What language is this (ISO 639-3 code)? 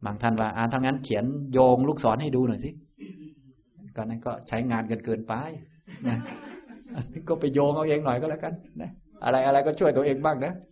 tha